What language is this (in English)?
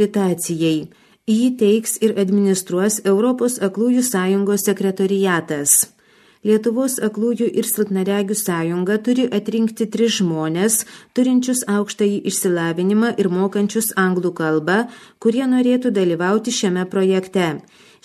Lithuanian